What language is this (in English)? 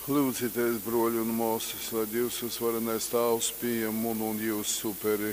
Latgalian